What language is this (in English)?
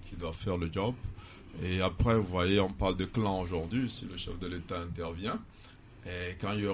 French